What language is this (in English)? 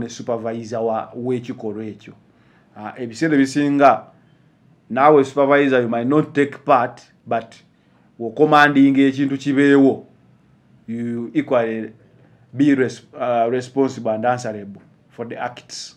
Ganda